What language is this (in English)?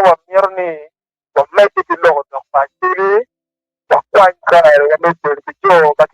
Acoli